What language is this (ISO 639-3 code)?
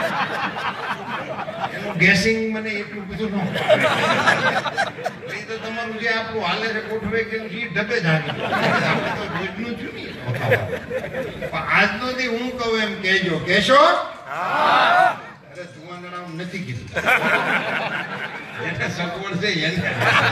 guj